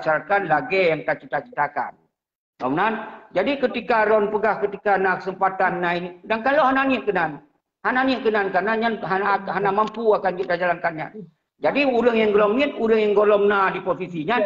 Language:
Achinese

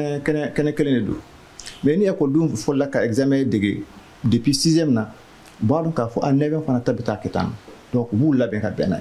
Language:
Bambara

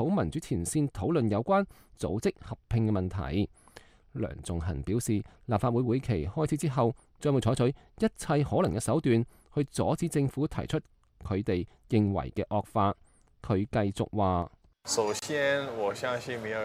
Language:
Cantonese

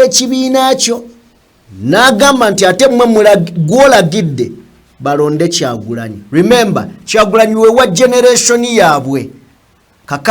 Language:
Ganda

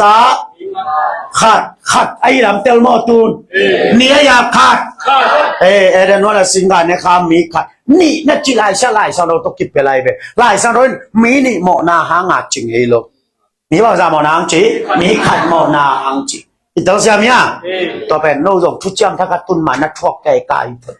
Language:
Tedim Chin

